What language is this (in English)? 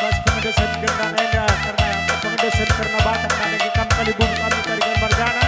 Batak Karo